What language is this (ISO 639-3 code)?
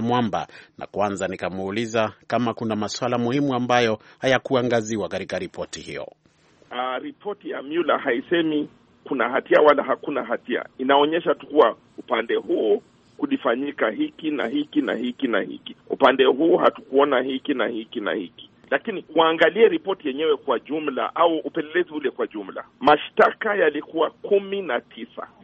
swa